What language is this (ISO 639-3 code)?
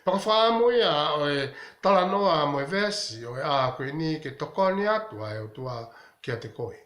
ton